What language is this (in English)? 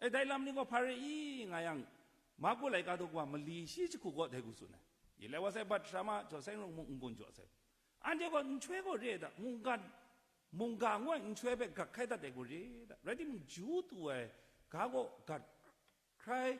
Kachin